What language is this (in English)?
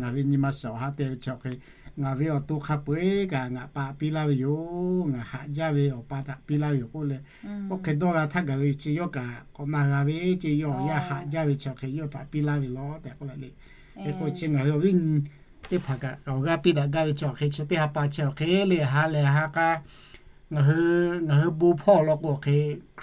Lahu